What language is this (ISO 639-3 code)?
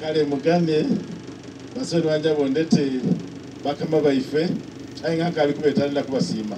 xog